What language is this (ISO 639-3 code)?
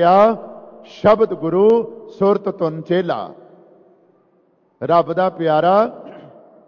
pan